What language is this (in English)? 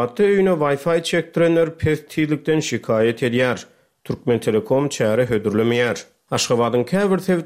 Turkmen